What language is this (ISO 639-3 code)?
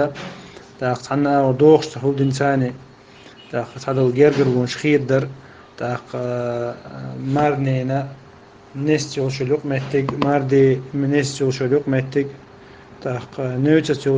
che